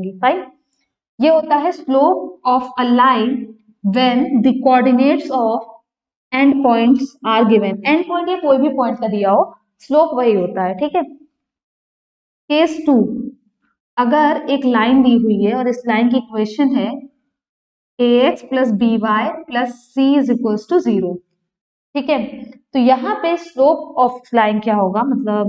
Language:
Hindi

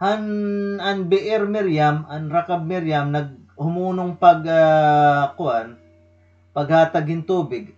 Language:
Waray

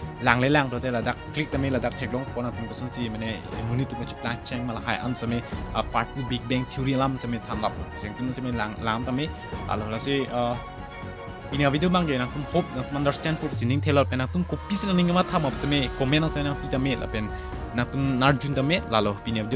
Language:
Karbi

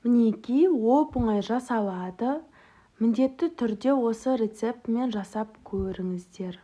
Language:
Kazakh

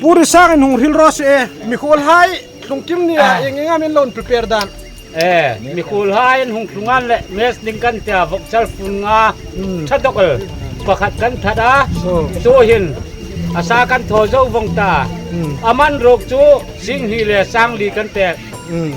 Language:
Hmar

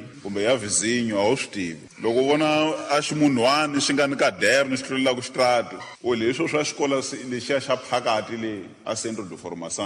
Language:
Tsonga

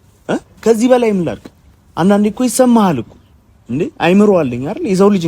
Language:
Amharic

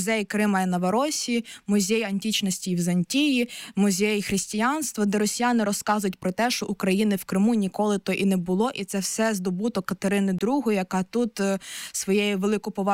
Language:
Ukrainian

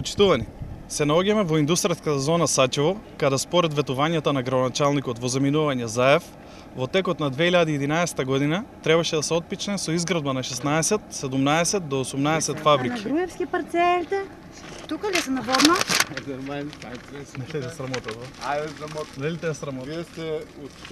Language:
Macedonian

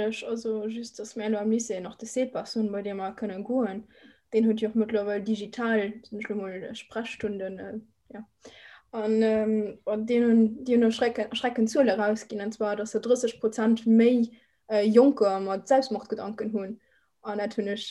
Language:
Luxembourgish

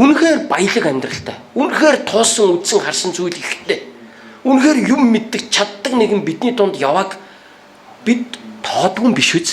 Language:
Mongolian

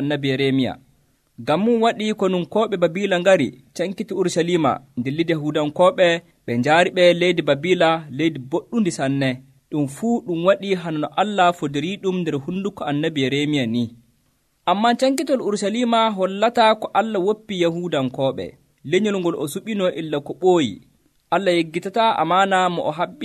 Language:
Nigerian Fulfulde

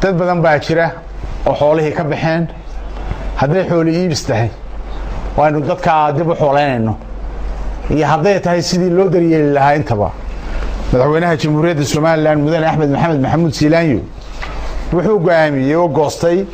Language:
Somali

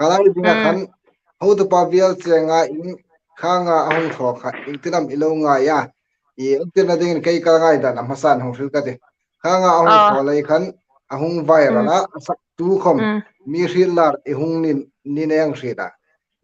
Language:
Hmar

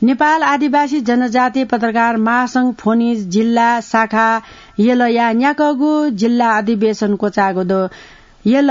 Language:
Newari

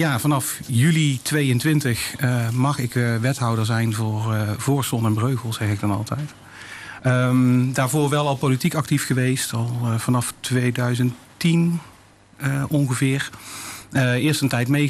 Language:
Dutch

